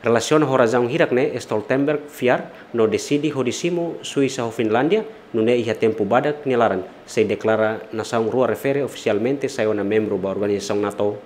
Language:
Tetum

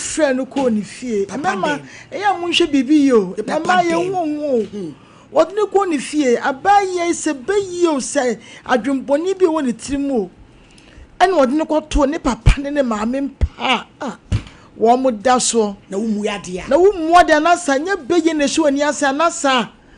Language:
Akan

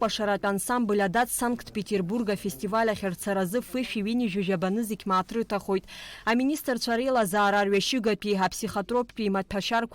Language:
Abkhazian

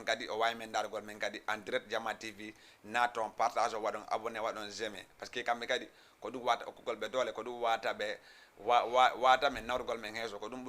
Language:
Fula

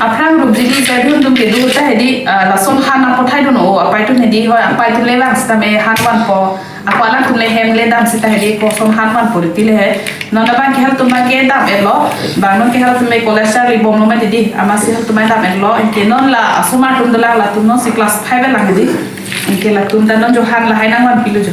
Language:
Karbi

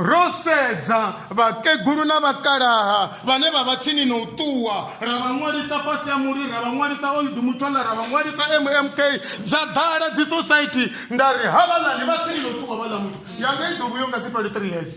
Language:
Venda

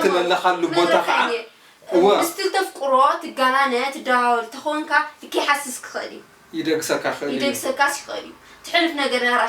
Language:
Tigrinya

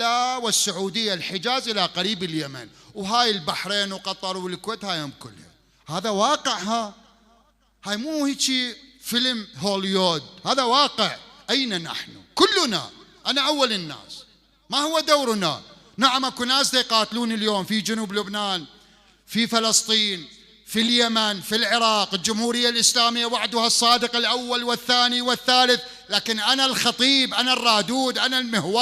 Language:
Mesopotamian Arabic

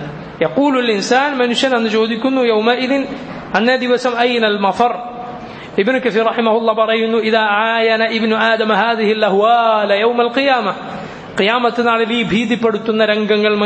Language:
Malayalam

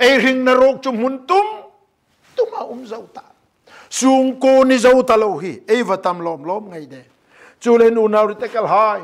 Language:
Hmar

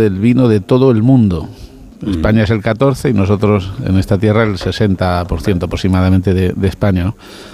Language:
Spanish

